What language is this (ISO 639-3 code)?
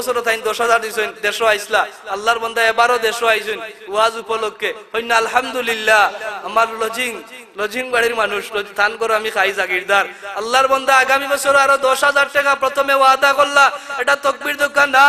syl